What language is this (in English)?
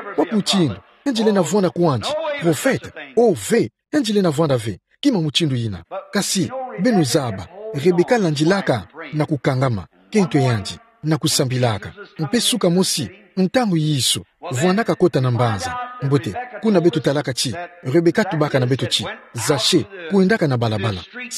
Kituba (Democratic Republic of Congo)